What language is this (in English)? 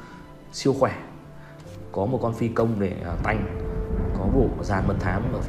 Vietnamese